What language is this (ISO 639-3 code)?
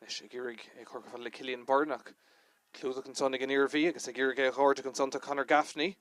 gle